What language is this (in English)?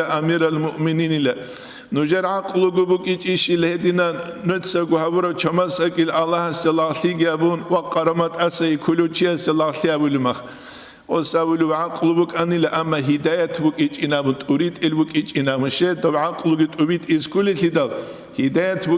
Avaric